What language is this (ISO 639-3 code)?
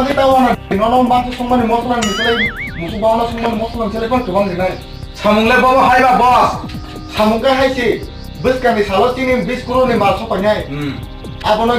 trp